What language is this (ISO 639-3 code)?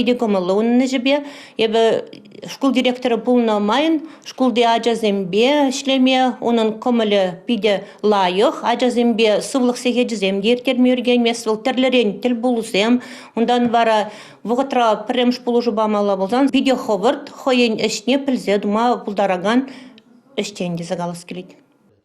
chv